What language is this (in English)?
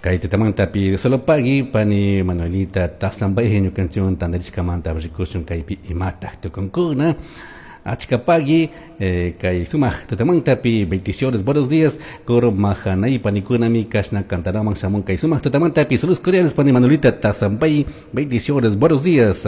Chimborazo Highland Quichua